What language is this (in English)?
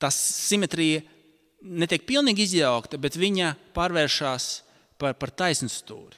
Latvian